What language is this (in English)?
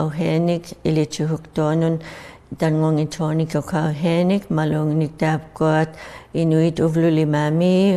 Inuktitut